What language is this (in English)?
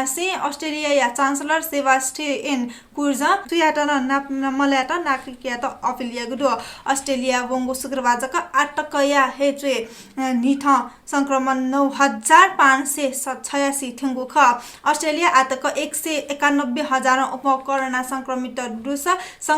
Newari